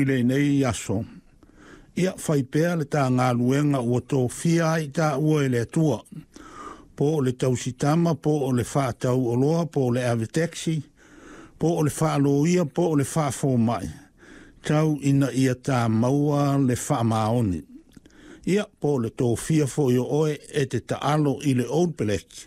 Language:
Samoan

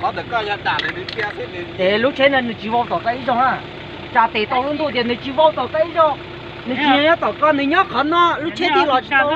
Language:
Hmong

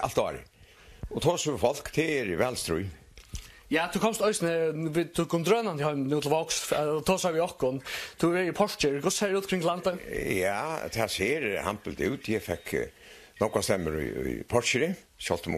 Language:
Faroese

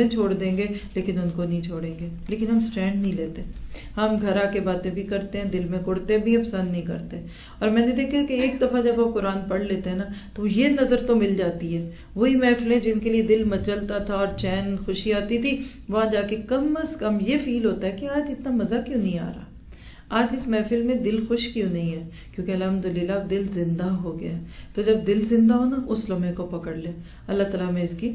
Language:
Urdu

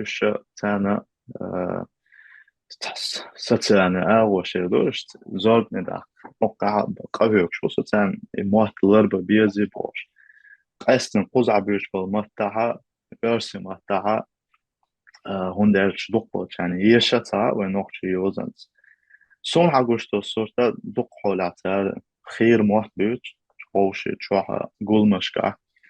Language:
Chechen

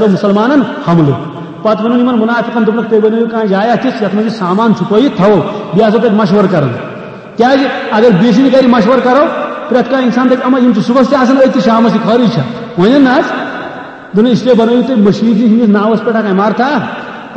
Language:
Kashmiri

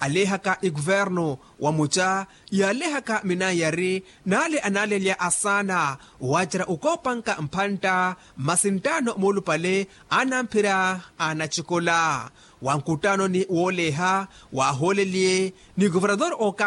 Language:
Makhuwa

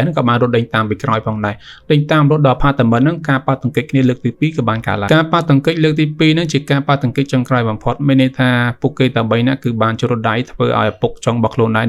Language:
Khmer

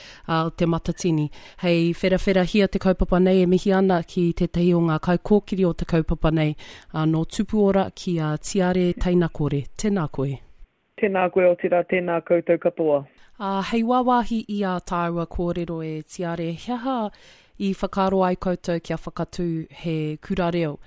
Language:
Māori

